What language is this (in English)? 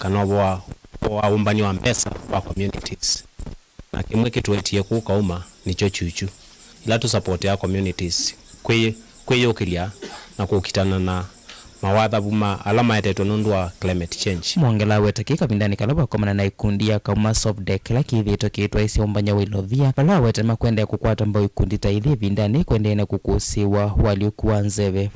Kamba